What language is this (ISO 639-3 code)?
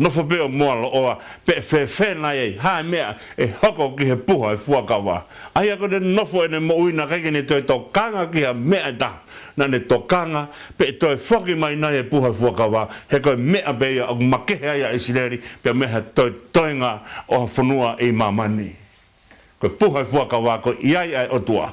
ton